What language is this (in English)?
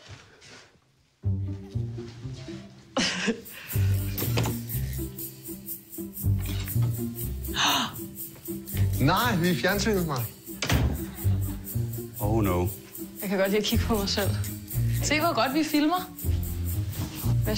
Danish